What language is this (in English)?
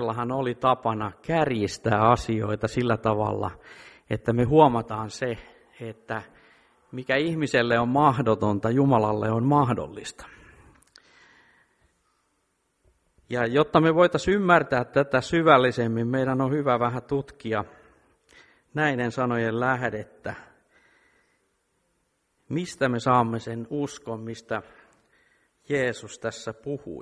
Finnish